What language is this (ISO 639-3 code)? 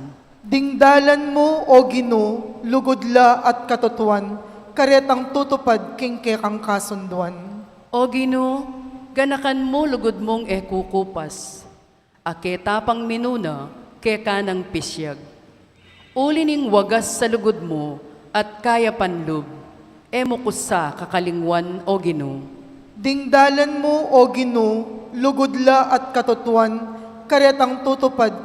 pam